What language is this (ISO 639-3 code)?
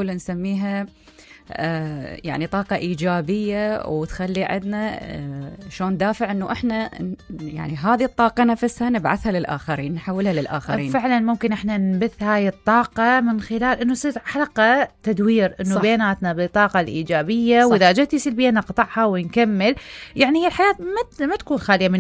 acm